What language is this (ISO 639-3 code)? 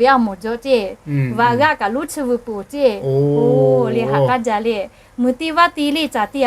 lhu